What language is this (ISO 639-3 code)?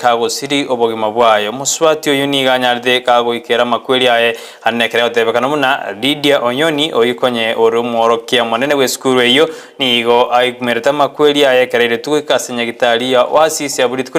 guz